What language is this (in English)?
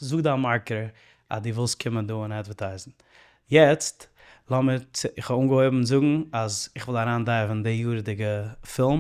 Yiddish